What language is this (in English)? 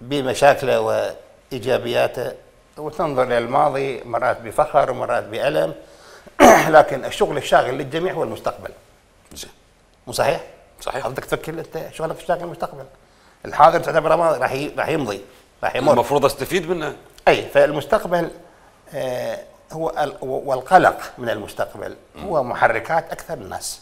Mesopotamian Arabic